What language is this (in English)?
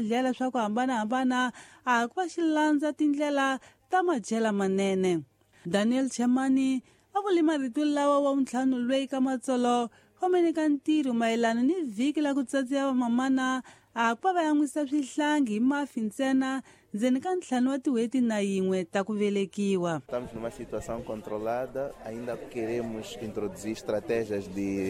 Tsonga